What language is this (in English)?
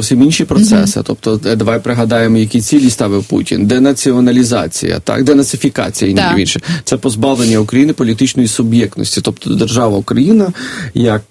Ukrainian